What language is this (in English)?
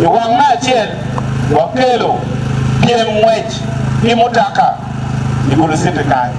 Acoli